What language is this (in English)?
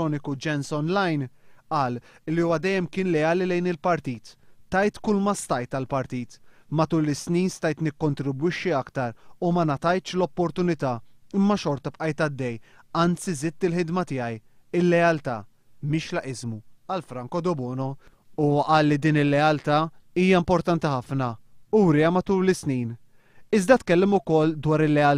Maltese